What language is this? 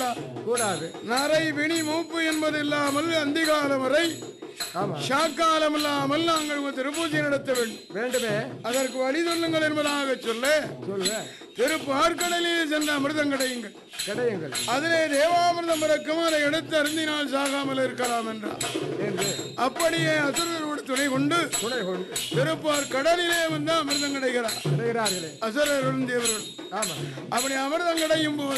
Tamil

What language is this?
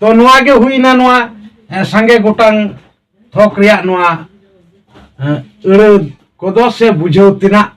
Santali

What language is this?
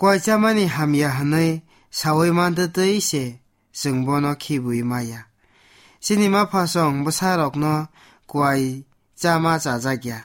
Kok Borok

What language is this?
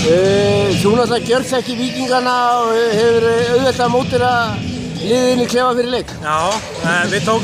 Icelandic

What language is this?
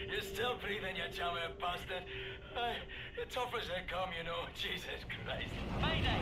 English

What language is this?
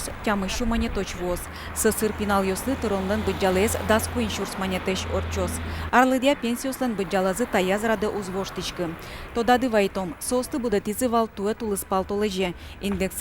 Udmurt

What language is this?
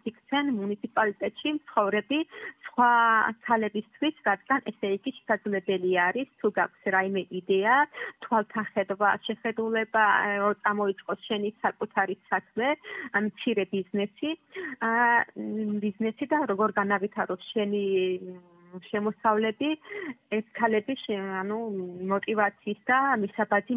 Georgian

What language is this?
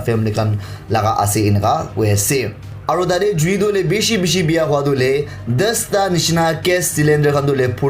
Naga Pidgin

